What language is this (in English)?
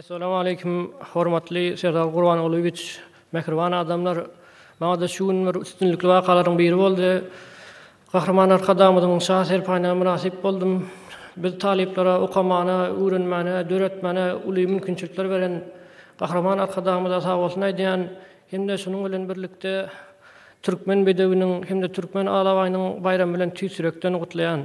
Turkmen